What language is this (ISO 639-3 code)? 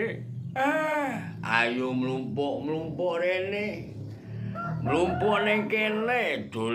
jav